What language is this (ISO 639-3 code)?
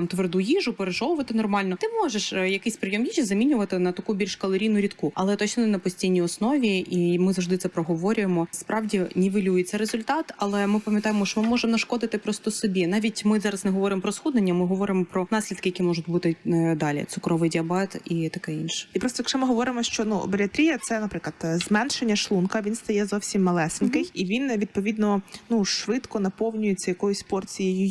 ukr